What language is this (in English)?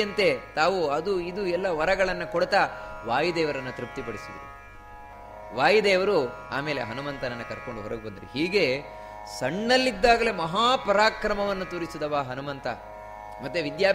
Kannada